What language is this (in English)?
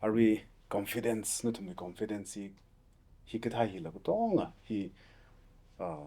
Tangkhul Naga (India)